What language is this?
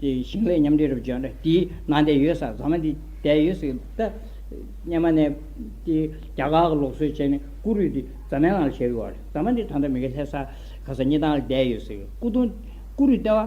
Tibetan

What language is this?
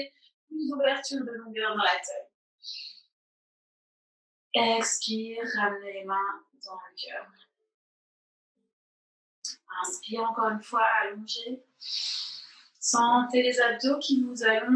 French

